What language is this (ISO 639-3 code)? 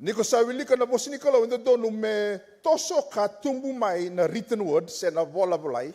fij